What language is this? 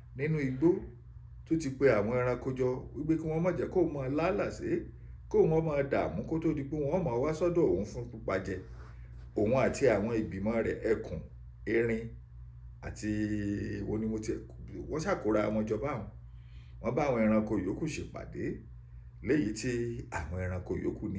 Yoruba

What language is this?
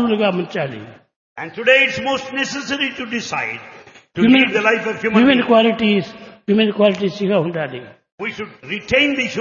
Telugu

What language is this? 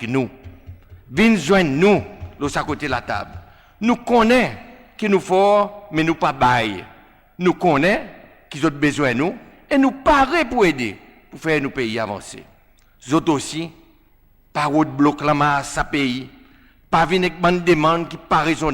Seselwa Creole French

